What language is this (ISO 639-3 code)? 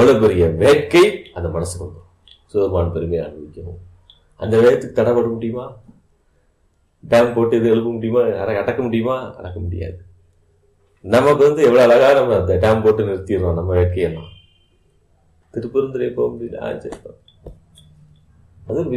tam